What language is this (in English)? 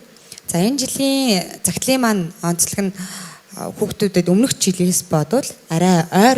Mongolian